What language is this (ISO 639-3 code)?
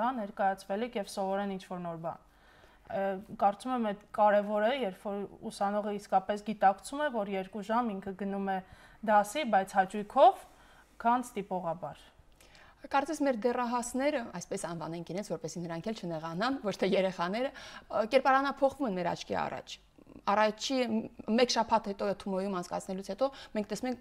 hye